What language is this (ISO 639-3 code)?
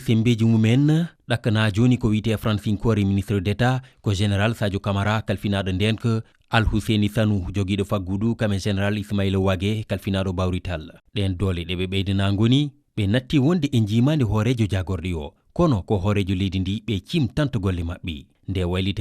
ful